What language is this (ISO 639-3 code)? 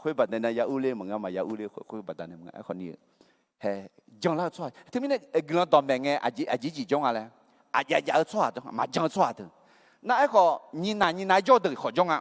ahk